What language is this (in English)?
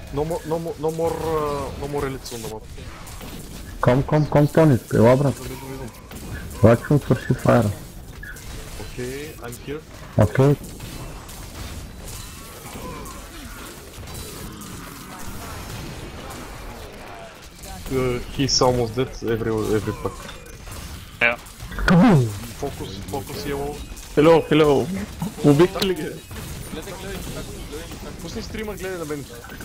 Bulgarian